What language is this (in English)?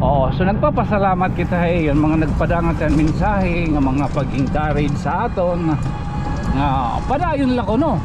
Waray